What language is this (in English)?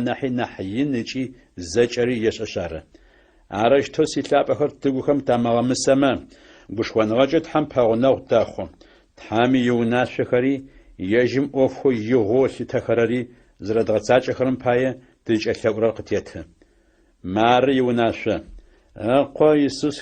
Adyghe